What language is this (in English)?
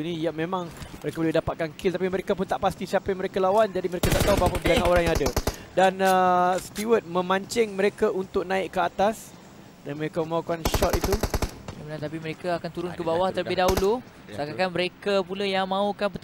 Malay